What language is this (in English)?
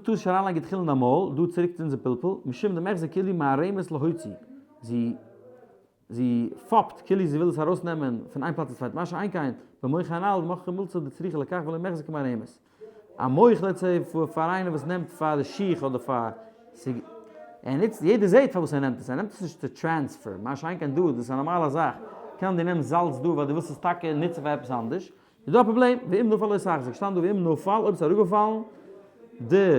Yiddish